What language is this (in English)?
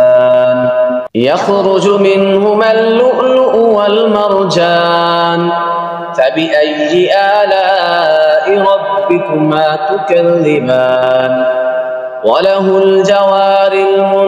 Arabic